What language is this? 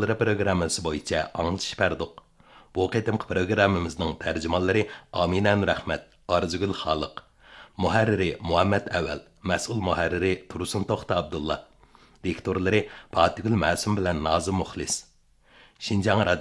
Uyghur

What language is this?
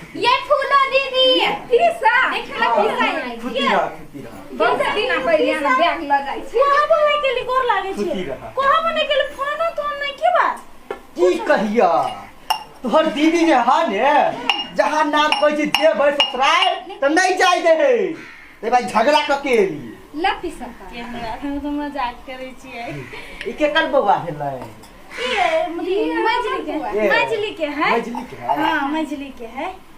Maithili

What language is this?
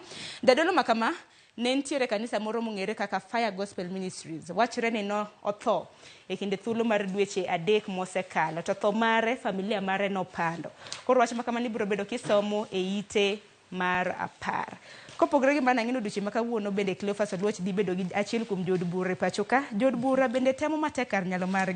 Luo (Kenya and Tanzania)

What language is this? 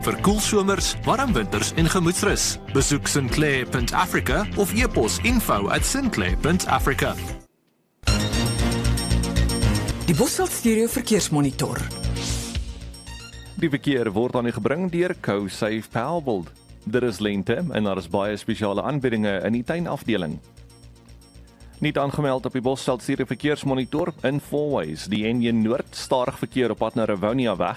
Afrikaans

